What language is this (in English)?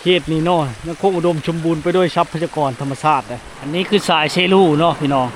Lao